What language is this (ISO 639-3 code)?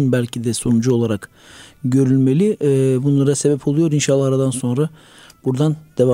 tur